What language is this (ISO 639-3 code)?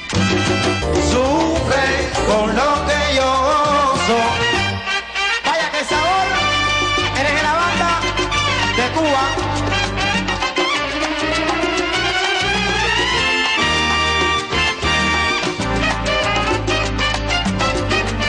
spa